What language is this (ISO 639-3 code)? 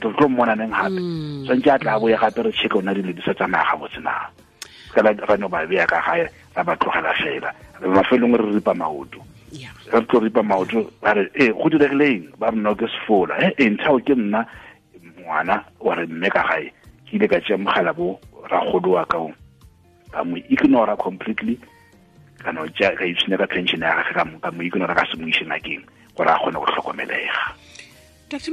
nso